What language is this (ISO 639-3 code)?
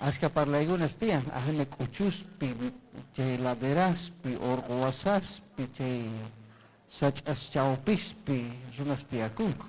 quy